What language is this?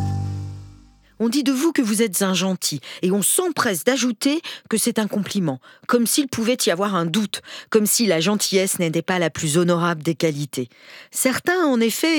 French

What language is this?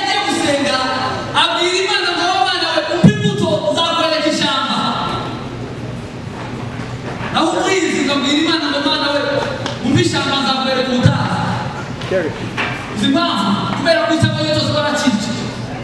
Kinyarwanda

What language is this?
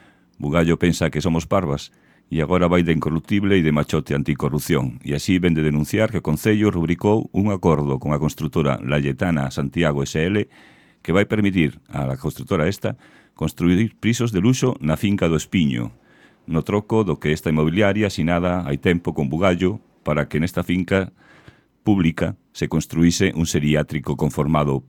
Galician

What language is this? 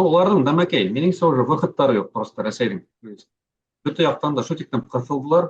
Bashkir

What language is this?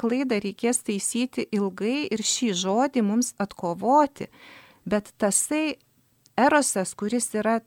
Lithuanian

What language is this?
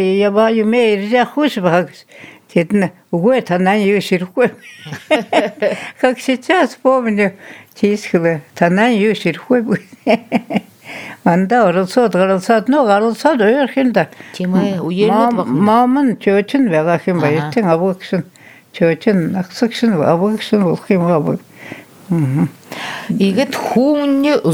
Buriat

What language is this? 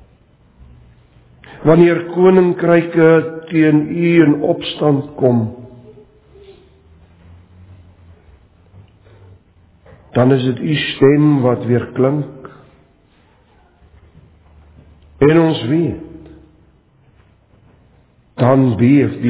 Afrikaans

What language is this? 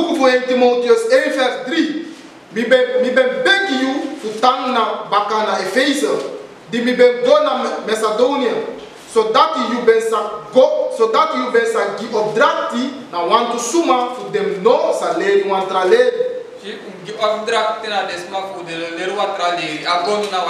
Sranan Tongo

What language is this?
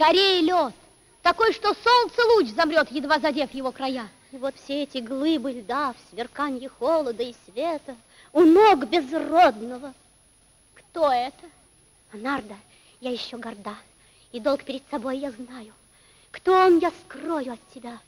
Russian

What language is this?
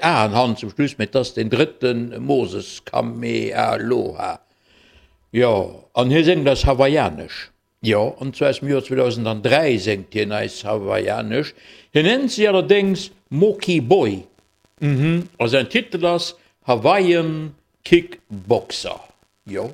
Luxembourgish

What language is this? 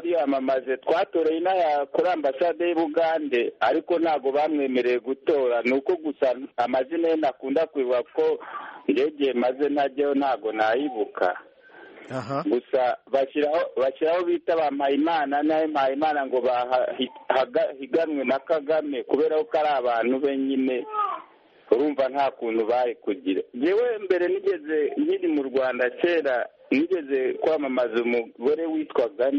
Kinyarwanda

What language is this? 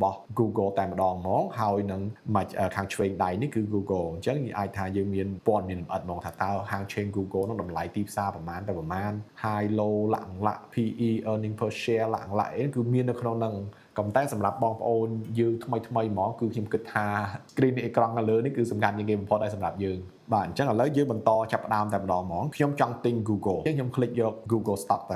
Khmer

